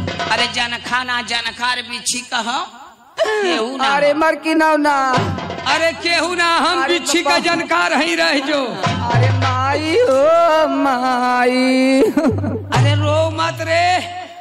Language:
Bhojpuri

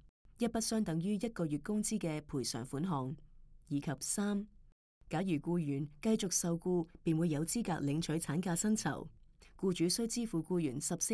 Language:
Cantonese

